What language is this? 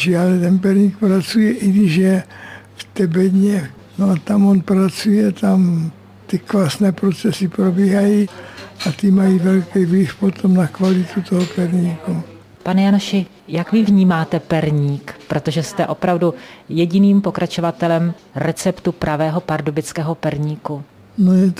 Czech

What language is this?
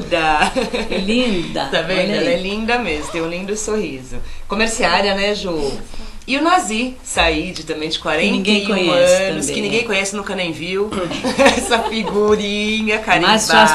Portuguese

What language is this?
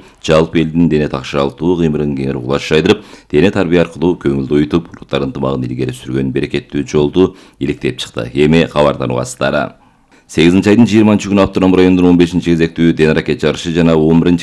Kyrgyz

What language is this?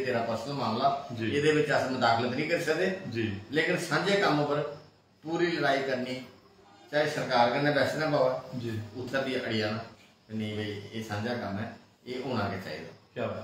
Dogri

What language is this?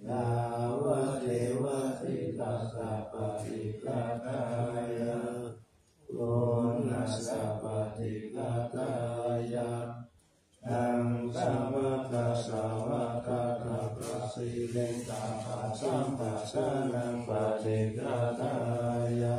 Pali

